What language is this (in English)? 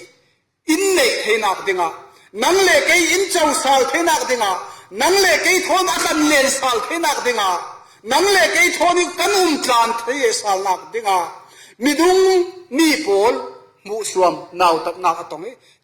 Falam Chin